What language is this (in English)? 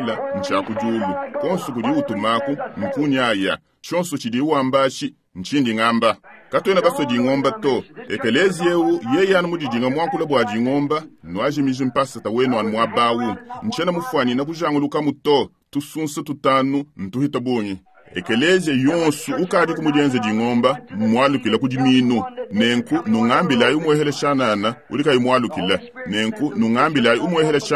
Luba-Lulua